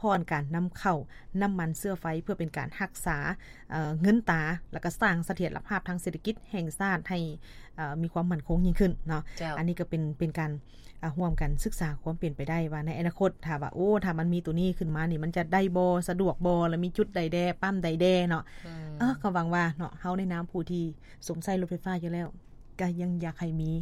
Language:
Lao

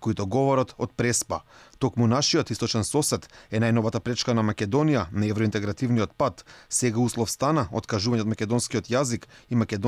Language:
Macedonian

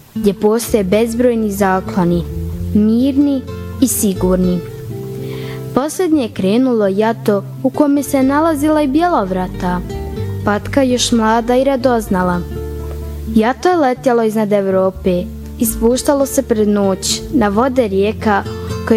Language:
Bosnian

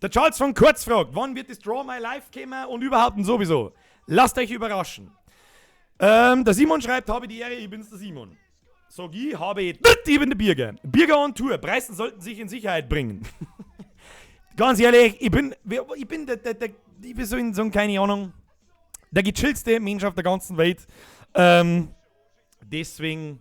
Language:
Bavarian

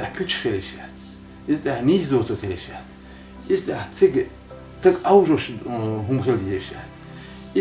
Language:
Chechen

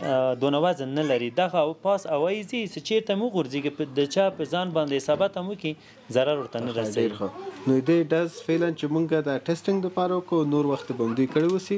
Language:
Pashto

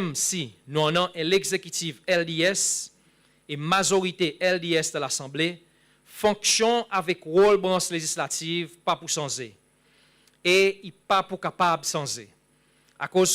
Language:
Seselwa Creole French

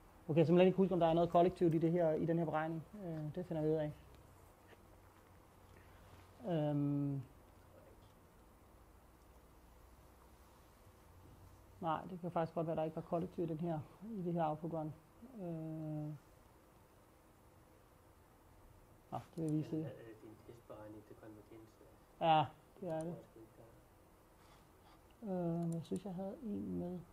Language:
Danish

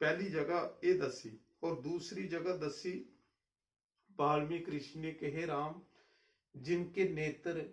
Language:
Dogri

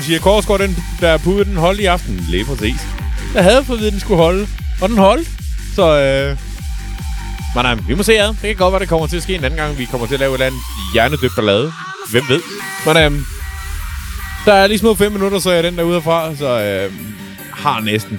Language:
Danish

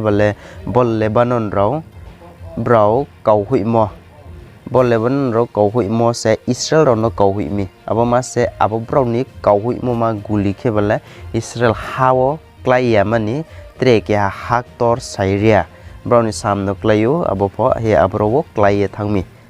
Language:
Riang (India)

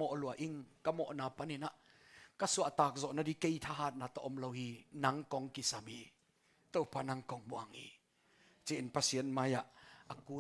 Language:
Tedim Chin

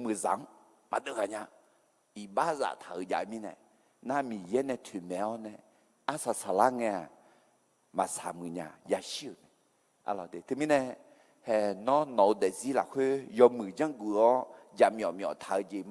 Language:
Akha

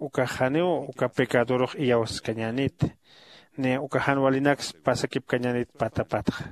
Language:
Aymara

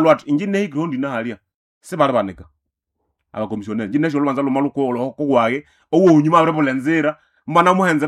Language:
Nande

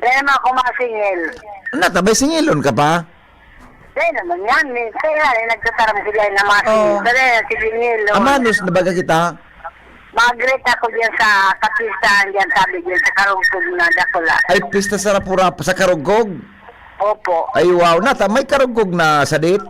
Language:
Bikol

